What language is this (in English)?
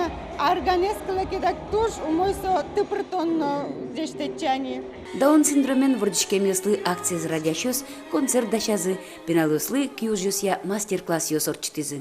Udmurt